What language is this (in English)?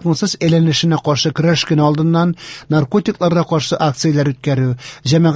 Tatar